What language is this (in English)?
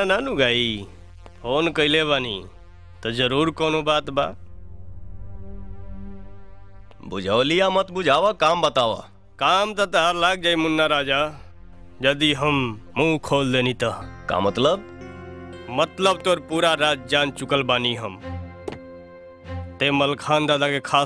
Bhojpuri